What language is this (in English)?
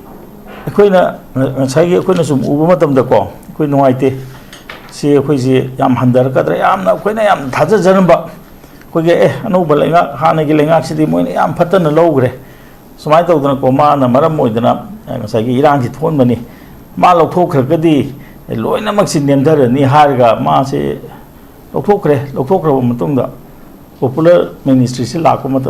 Manipuri